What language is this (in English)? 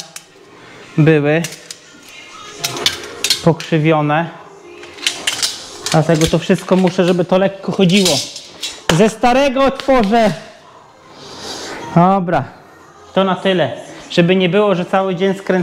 Polish